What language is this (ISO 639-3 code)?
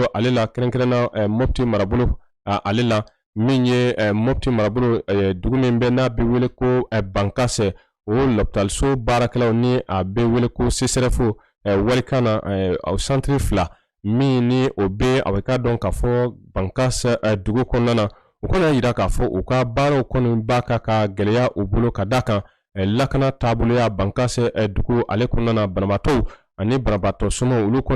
bam